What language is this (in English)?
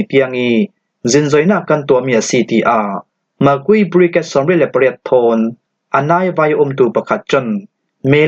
Falam Chin